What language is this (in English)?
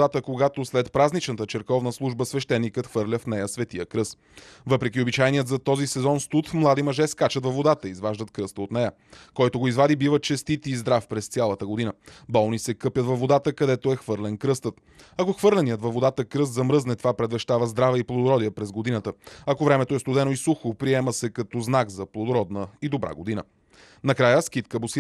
Bulgarian